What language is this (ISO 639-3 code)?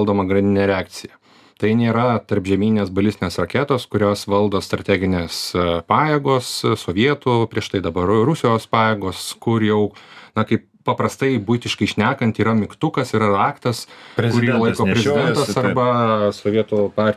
lit